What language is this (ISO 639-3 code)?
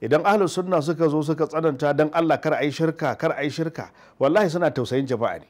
hau